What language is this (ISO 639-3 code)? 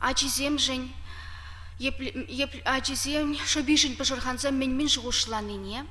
chv